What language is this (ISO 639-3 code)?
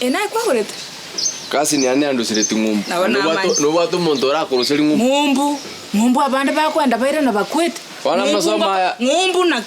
guz